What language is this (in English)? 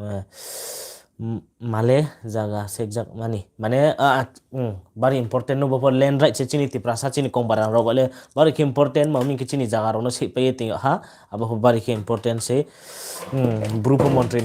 Riang (India)